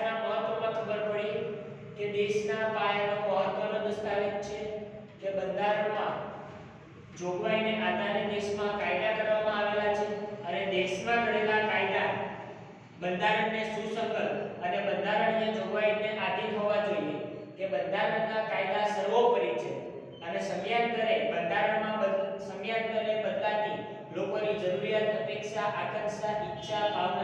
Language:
Gujarati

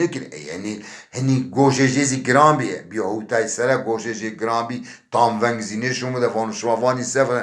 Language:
Zaza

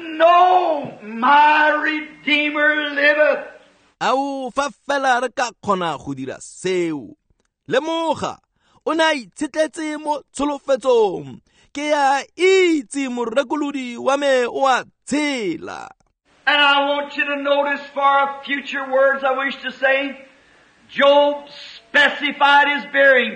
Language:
Tswana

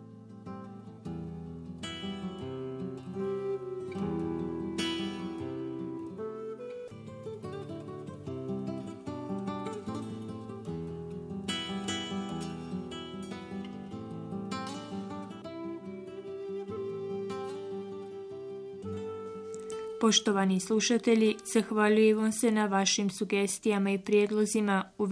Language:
Bosnian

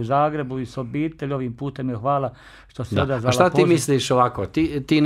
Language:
Croatian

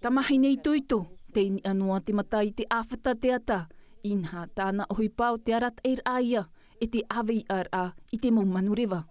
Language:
Tahitian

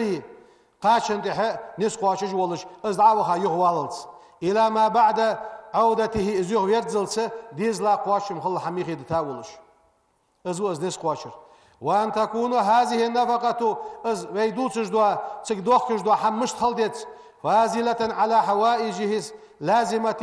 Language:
Ingush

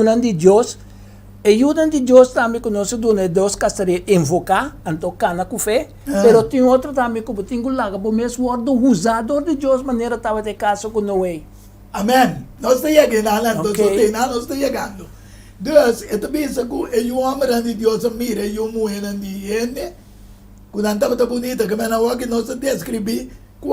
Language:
Papiamento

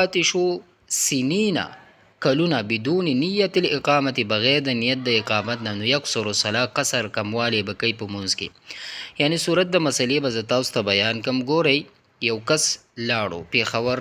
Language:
Pashto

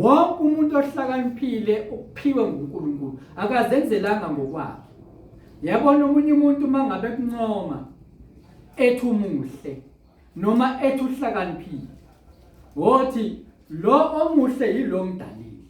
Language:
Zulu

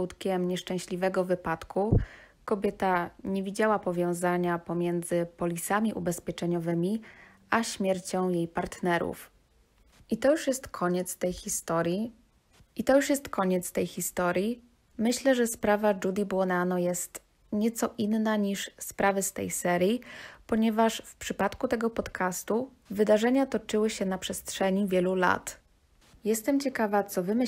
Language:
Polish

